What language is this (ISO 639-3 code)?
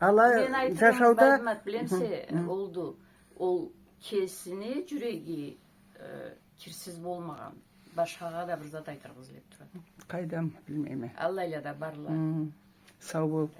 krc